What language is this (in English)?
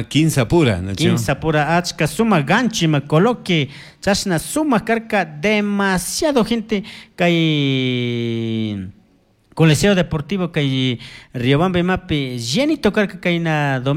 Chimborazo Highland Quichua